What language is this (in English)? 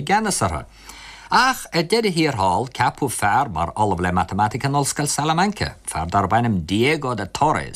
Irish